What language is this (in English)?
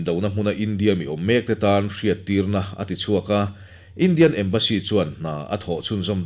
Mizo